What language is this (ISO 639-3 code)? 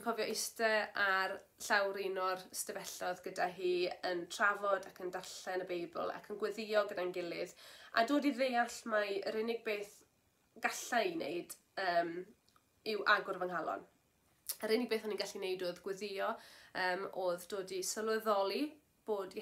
cym